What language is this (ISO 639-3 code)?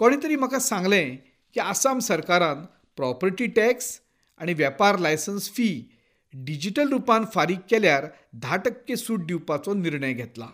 kok